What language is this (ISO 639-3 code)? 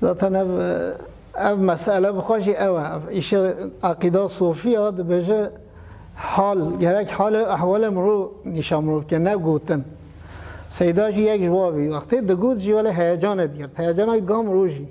kur